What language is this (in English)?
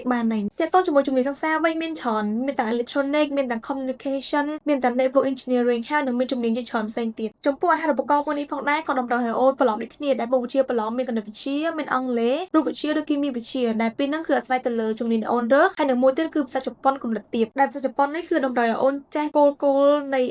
Khmer